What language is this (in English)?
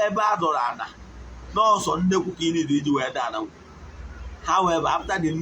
Igbo